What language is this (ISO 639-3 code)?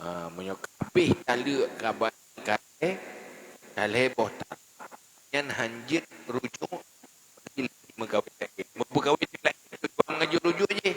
ace